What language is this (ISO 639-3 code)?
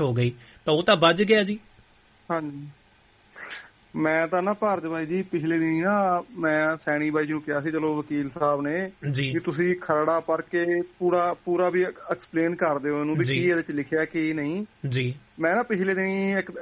pan